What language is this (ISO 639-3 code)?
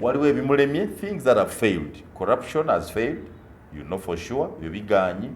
lug